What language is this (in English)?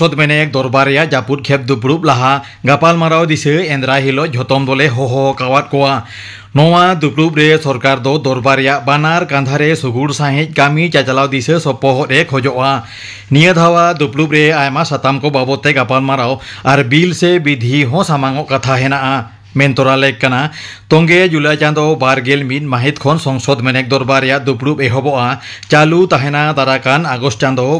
Santali